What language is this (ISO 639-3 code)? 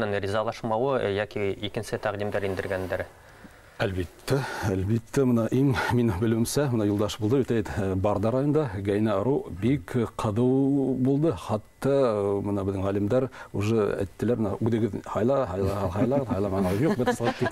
bak